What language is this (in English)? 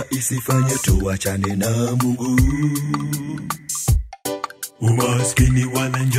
Swahili